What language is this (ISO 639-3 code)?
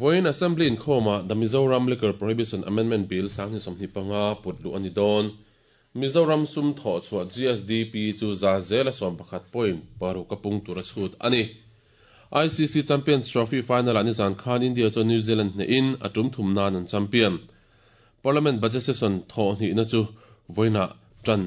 lus